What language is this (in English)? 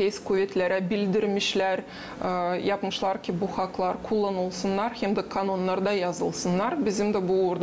Gagauz